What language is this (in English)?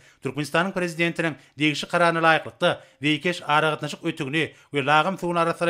Turkmen